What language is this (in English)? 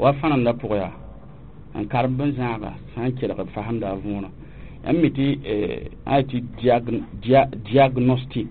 Mossi